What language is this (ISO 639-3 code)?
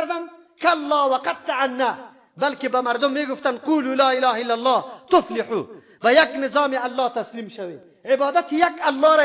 fas